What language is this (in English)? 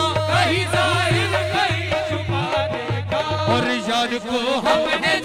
Hindi